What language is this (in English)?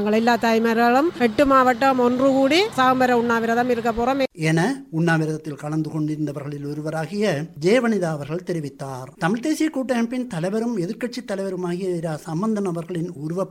Tamil